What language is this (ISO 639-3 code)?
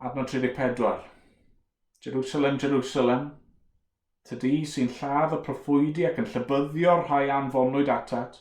cym